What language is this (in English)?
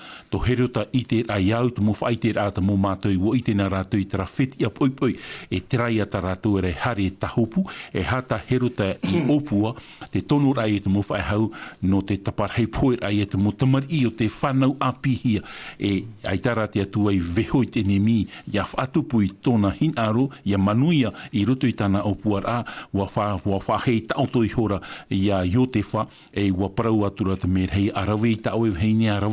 Tahitian